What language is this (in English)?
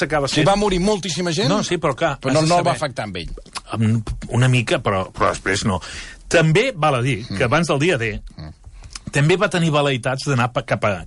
Catalan